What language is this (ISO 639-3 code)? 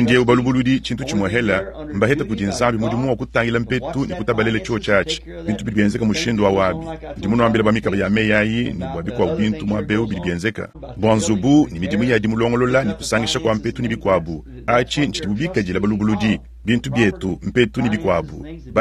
lua